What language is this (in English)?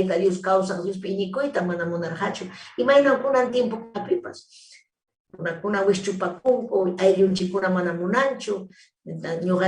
Ayacucho Quechua